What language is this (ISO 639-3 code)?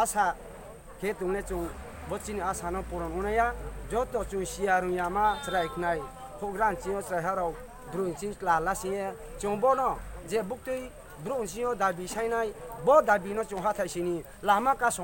trp